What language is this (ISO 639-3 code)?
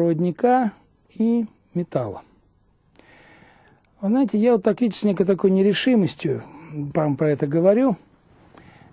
rus